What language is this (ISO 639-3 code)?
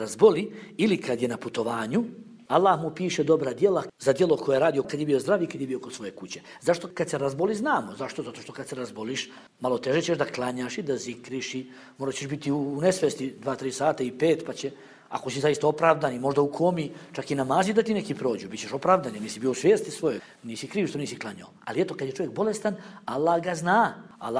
bos